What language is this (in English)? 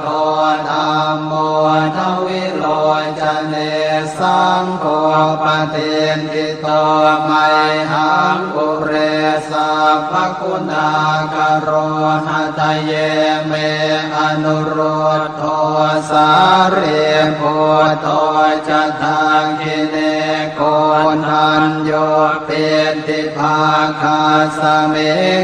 Pali